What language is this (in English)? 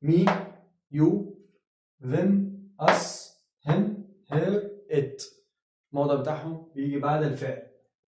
Egyptian Arabic